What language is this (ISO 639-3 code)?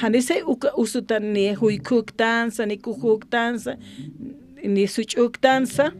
aym